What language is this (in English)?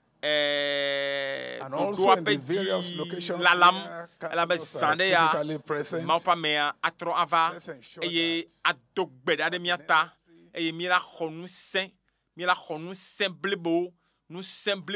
Ewe